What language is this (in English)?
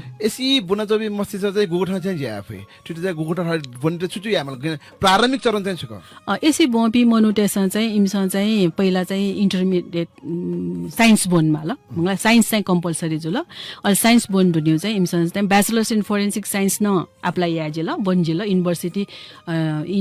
Newari